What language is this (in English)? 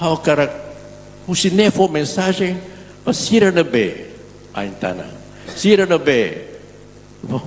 Tetum